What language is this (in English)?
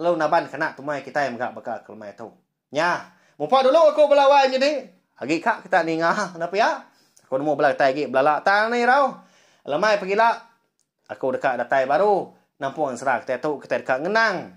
Iban